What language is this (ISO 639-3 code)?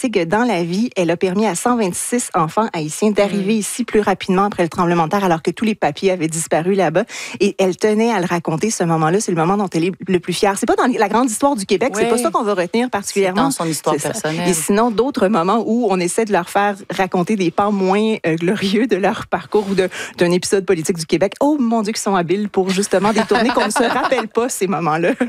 fra